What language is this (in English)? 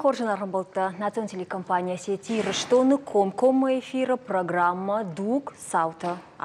Ossetic